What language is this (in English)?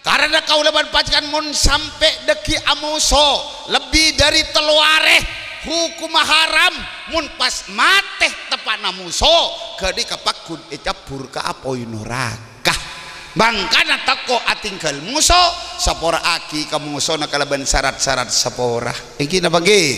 Madurese